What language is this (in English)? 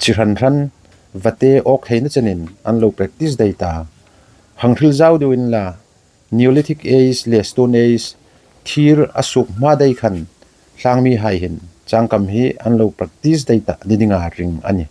Hmar